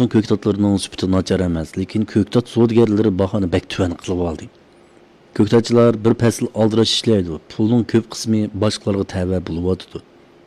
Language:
Uyghur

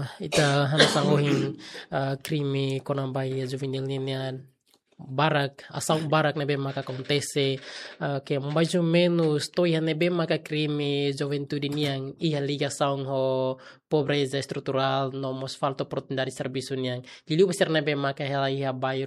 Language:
Tetum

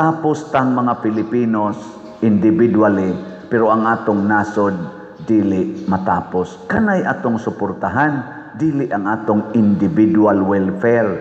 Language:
Cebuano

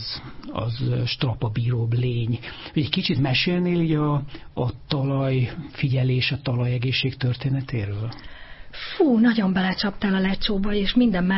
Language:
Hungarian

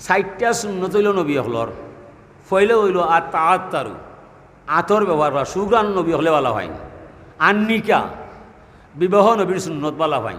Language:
Sylheti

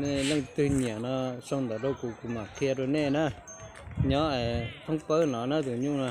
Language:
Hmong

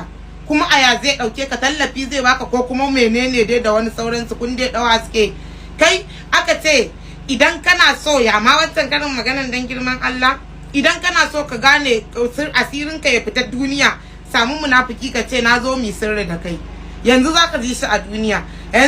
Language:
Hausa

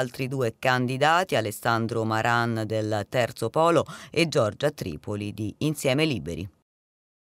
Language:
Italian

